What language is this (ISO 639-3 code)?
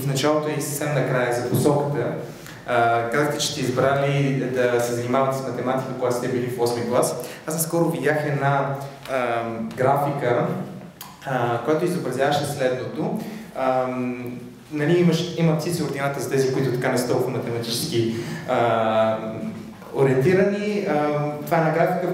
bul